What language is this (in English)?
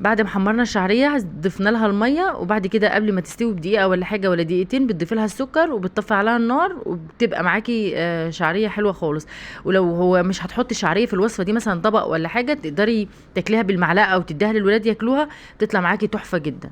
Egyptian Arabic